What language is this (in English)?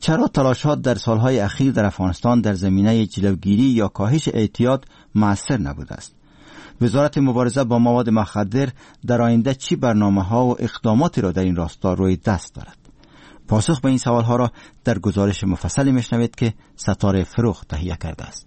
Persian